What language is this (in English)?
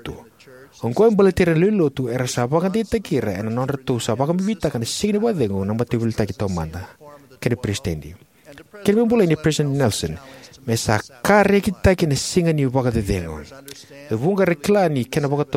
Fijian